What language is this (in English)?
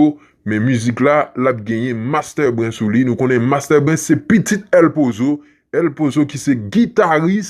Haitian Creole